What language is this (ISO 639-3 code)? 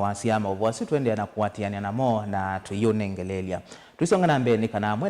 kam